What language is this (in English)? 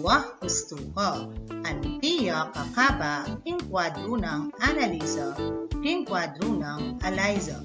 Pampanga